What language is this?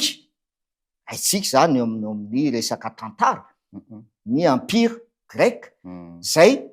Malagasy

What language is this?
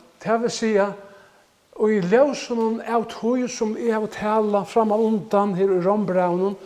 Faroese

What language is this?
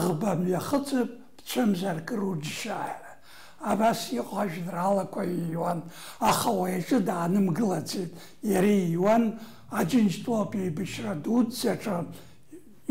Abkhazian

